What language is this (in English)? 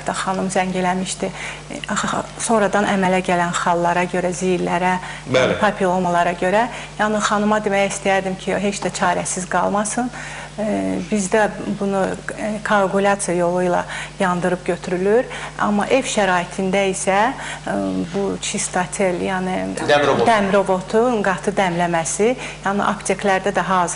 Azerbaijani